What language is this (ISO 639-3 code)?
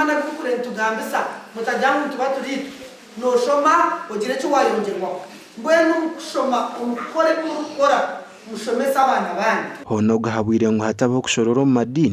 nyn